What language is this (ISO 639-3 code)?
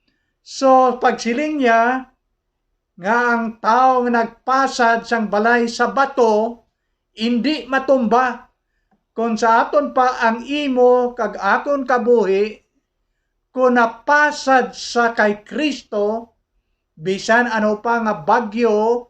hil